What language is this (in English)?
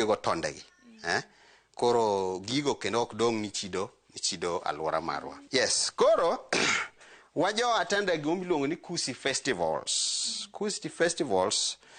Luo (Kenya and Tanzania)